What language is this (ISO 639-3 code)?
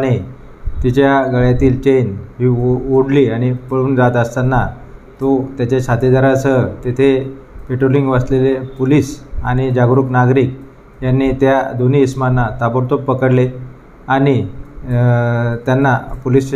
mar